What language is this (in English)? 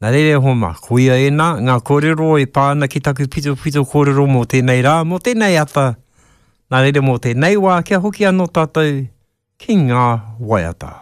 Māori